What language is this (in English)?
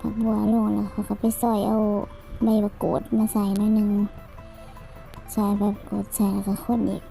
Lao